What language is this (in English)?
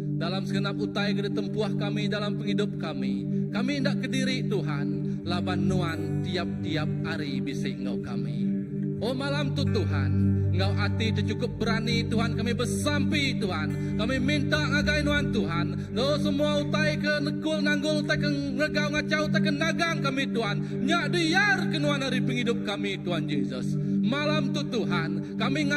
Iban